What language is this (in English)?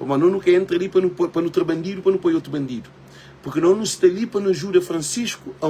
Kabuverdianu